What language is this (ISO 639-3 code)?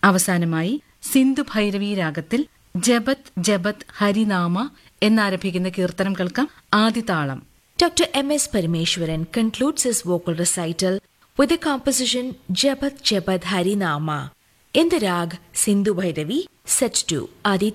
mal